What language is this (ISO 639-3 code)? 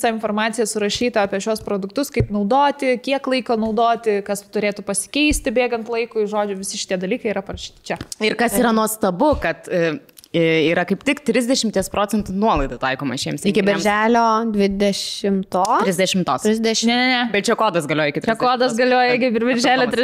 lit